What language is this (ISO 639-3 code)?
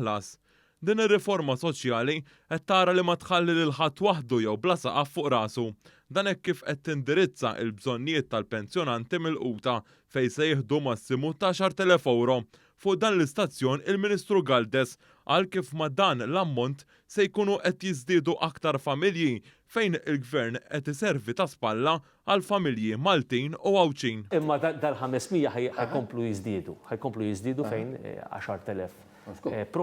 mlt